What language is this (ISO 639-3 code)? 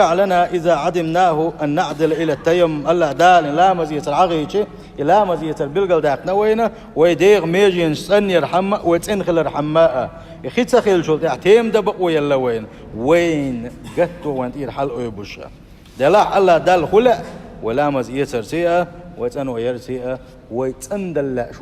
che